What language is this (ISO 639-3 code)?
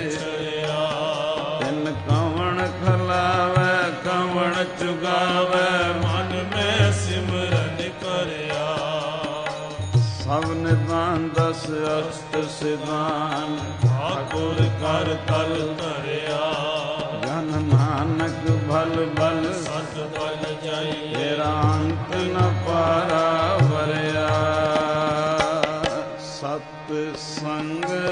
pan